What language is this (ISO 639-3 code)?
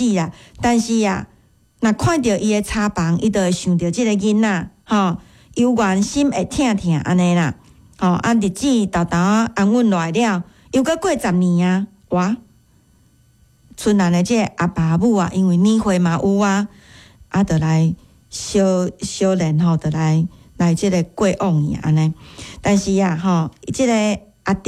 nan